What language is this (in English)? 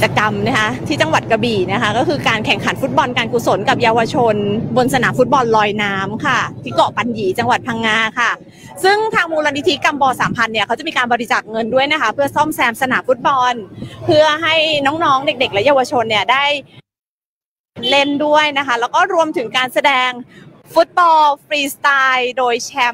Thai